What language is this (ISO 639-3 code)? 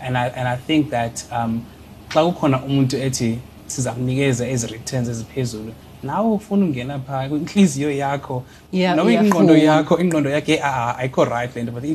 xho